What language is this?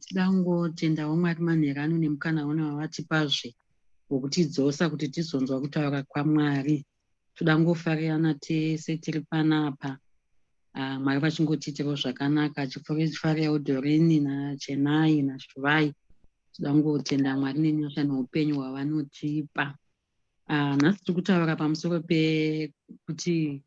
Shona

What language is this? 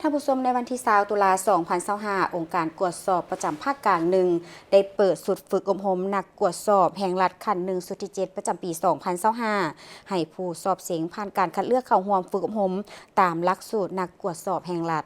Lao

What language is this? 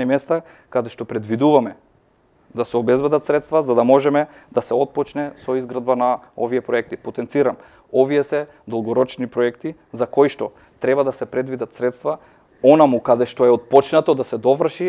Macedonian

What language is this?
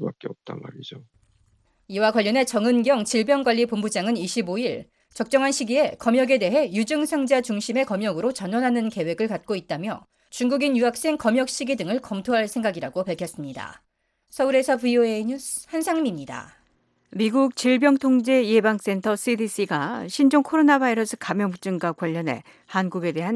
Korean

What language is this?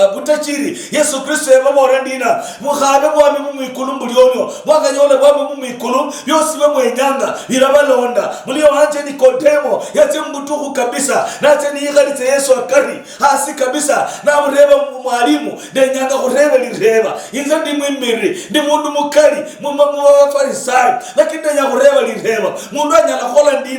Luyia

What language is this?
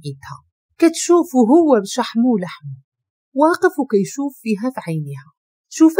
Moroccan Arabic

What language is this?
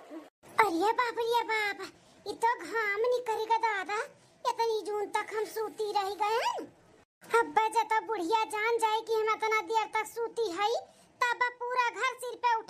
Awadhi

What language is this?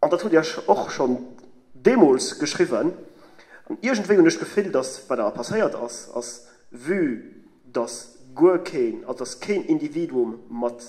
Luxembourgish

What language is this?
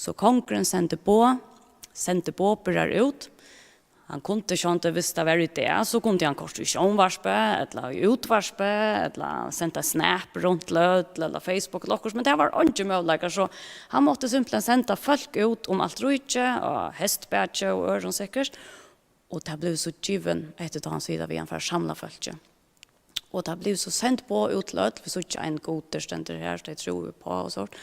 Faroese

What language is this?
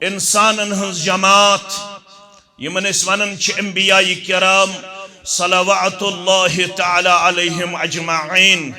Kashmiri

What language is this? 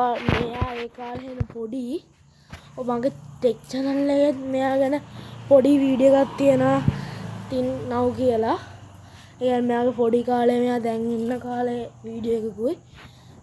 Sinhala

